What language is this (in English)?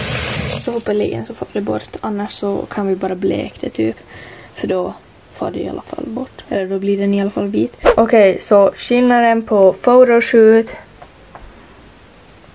Swedish